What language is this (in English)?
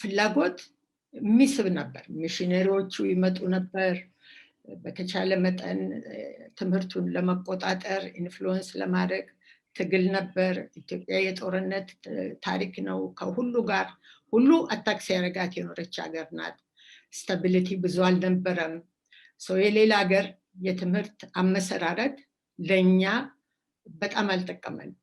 Amharic